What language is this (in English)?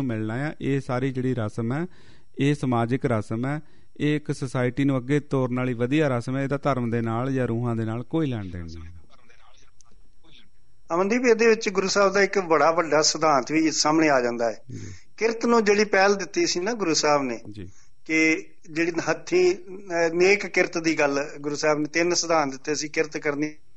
Punjabi